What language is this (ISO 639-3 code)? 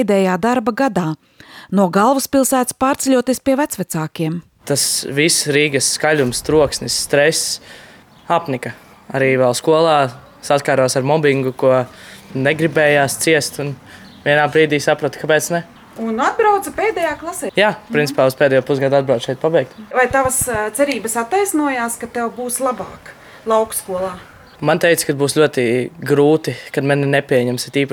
lav